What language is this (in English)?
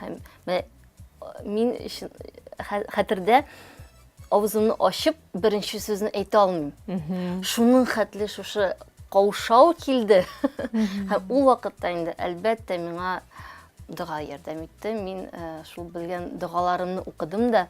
Tatar